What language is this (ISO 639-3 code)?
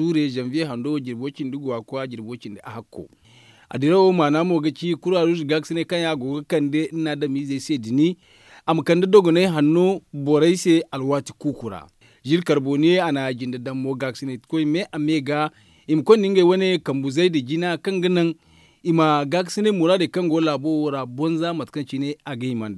dje